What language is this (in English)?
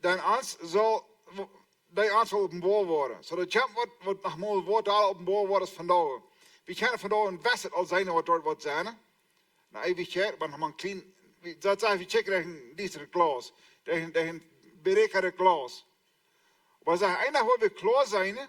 Plautdietsch